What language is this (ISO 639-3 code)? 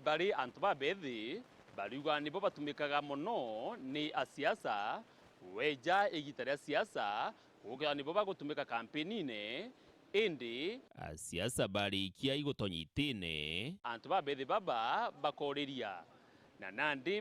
mer